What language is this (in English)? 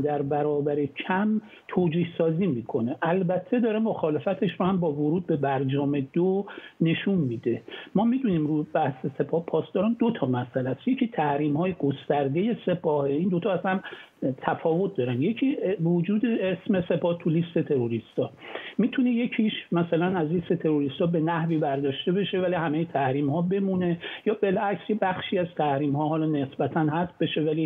Persian